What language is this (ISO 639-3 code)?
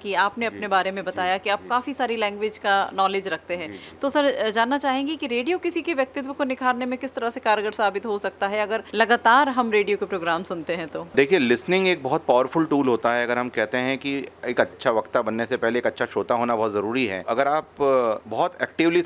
hin